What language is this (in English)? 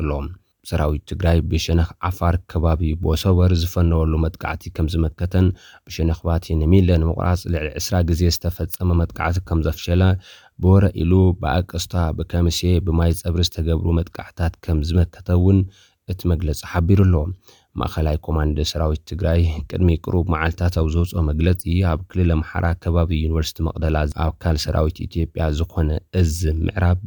Tigrinya